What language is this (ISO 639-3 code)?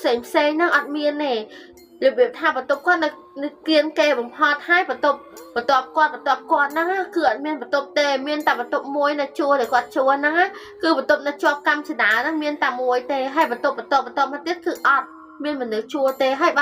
khm